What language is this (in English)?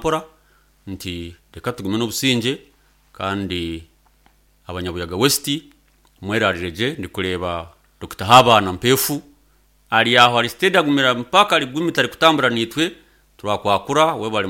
Nyankole